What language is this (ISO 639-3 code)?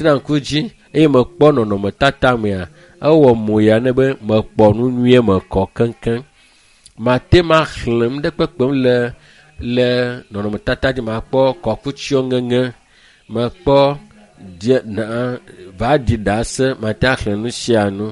ewe